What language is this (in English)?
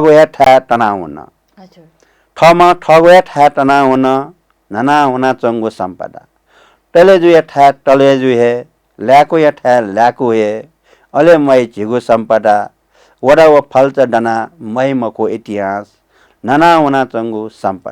Newari